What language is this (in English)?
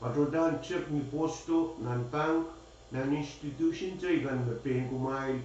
Pohnpeian